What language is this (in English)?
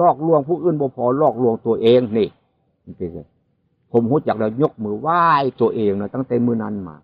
Northeastern Thai